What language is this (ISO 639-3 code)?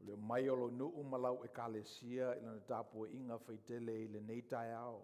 smo